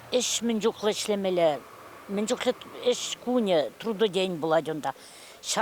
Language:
Chuvash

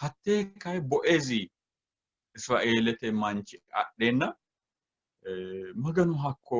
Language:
Sidamo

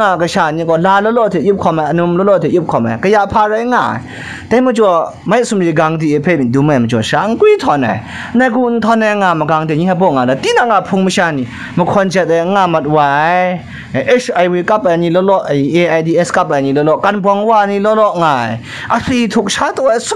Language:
Kachin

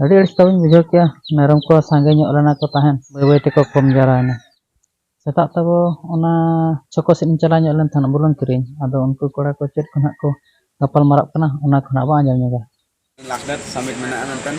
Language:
Santali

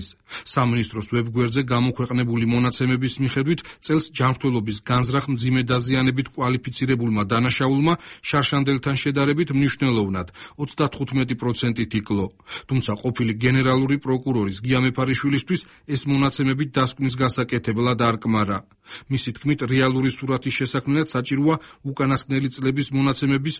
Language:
Georgian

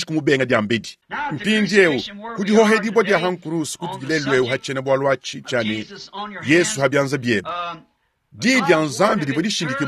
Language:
Luba-Lulua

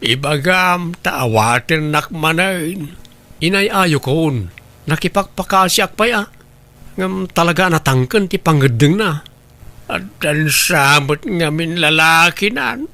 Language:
Iloko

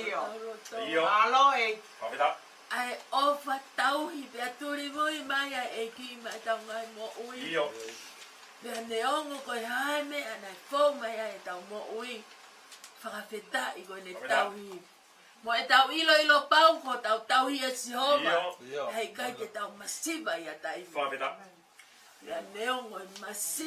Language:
Tongan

